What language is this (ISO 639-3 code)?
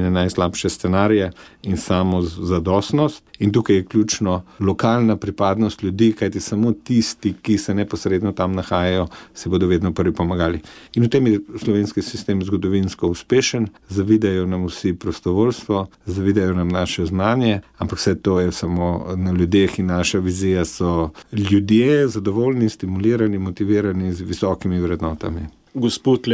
slv